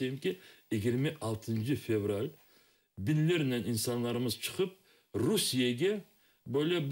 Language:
Crimean Tatar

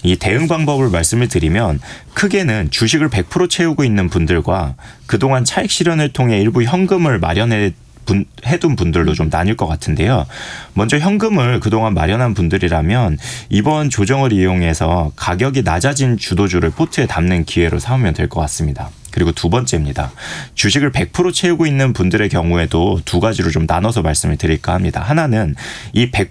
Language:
Korean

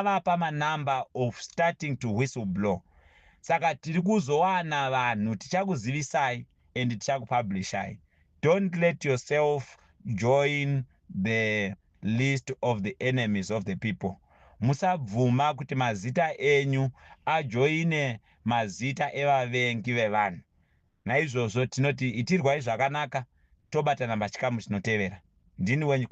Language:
Shona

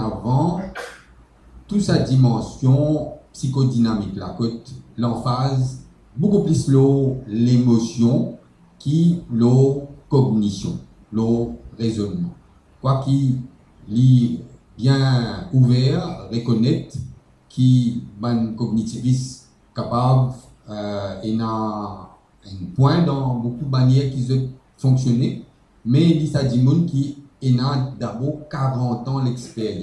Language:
Morisyen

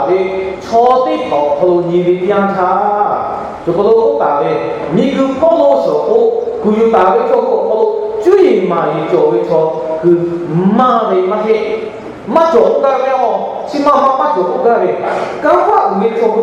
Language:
Lahu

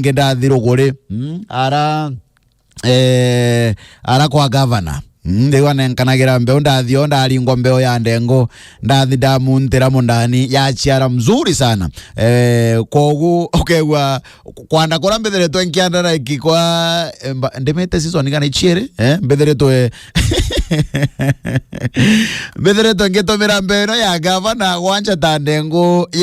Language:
Meru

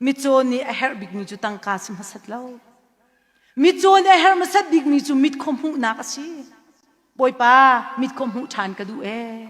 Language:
Hakha Chin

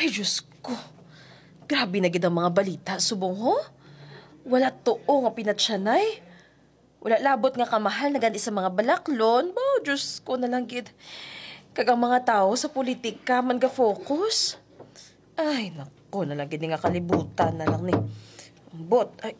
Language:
Hiligaynon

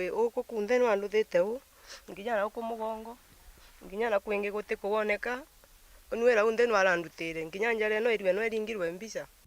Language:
Meru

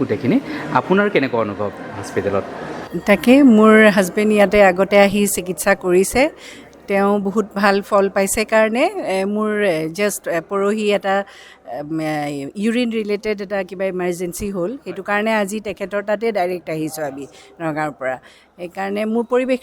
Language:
Assamese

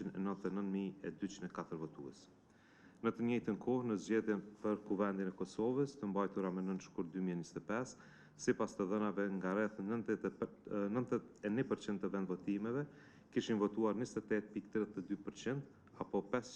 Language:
Albanian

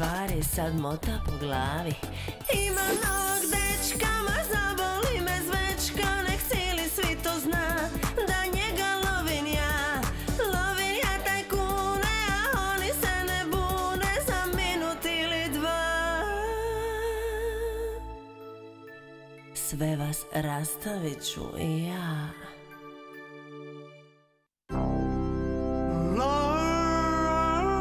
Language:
Croatian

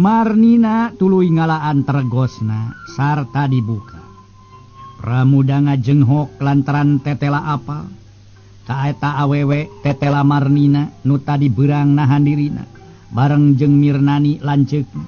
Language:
Sundanese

